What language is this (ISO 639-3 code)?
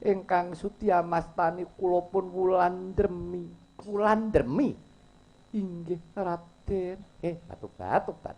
jav